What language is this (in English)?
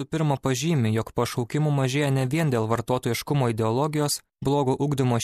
Lithuanian